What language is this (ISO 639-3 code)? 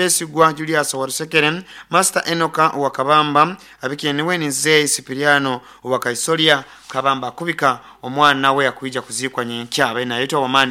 nyo